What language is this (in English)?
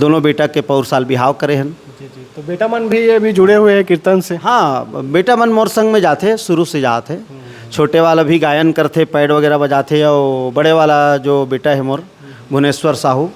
Chhattisgarhi